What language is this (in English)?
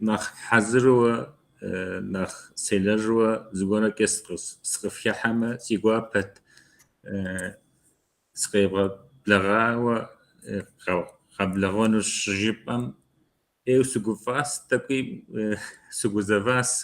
Kabardian